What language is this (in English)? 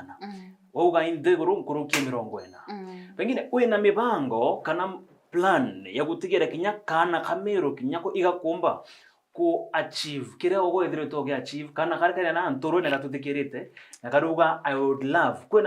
Meru